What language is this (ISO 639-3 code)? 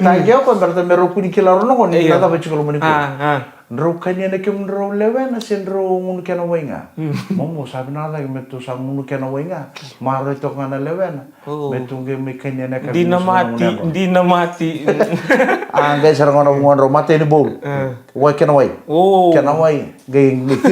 fij